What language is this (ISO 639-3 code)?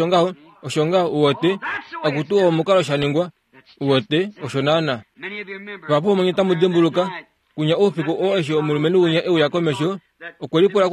kua